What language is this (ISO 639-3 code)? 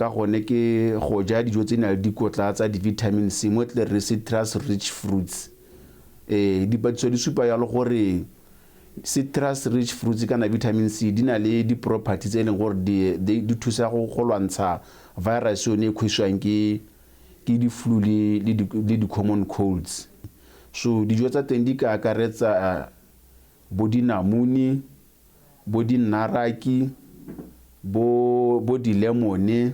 tsn